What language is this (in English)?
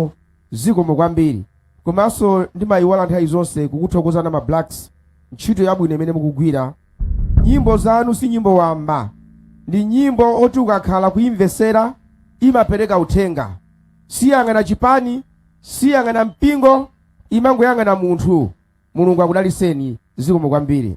Nyanja